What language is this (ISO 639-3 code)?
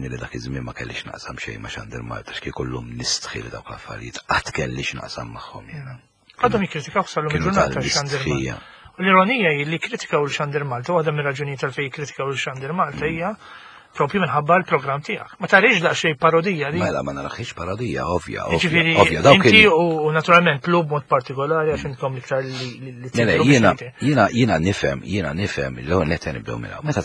mlt